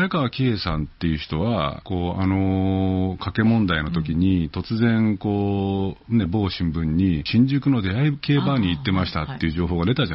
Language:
Japanese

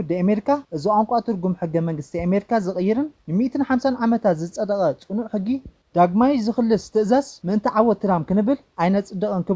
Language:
Tigrinya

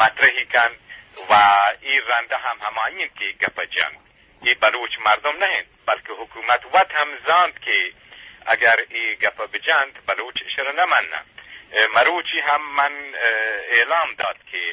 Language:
Eastern Balochi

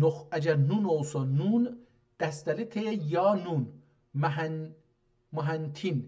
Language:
South Azerbaijani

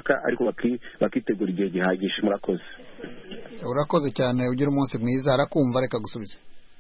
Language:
Kinyarwanda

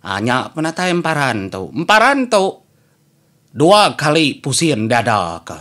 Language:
Iban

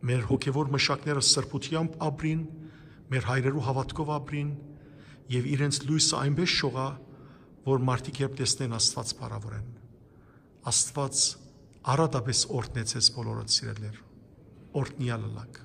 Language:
Western Armenian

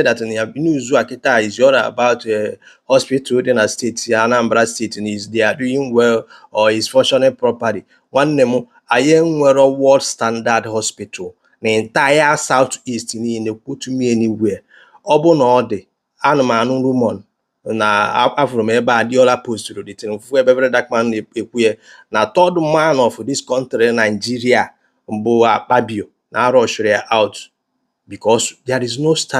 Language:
Igbo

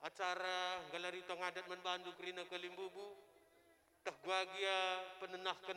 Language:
Batak Karo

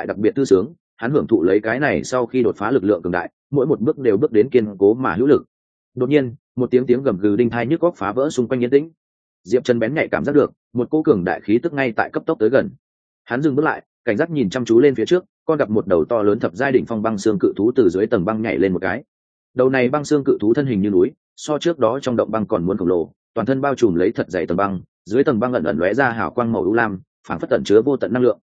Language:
Vietnamese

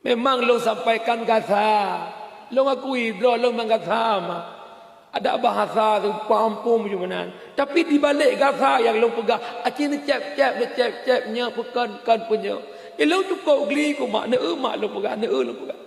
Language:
Achinese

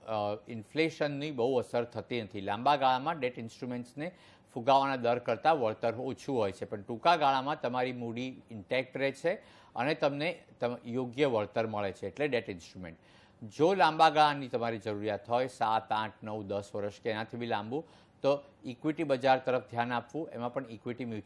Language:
Gujarati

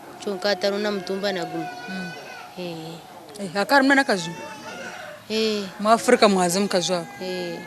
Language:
Nyankole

